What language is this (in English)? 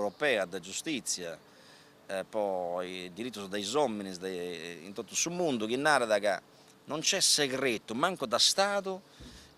Sardinian